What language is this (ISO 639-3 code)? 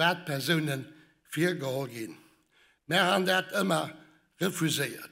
ltz